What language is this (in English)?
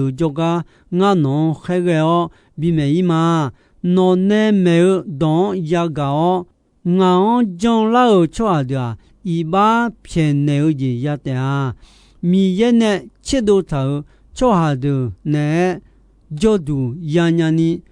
Akha